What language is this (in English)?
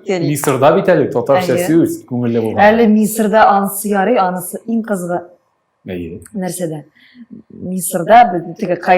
Tatar